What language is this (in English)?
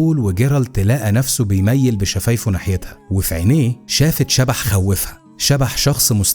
Egyptian Arabic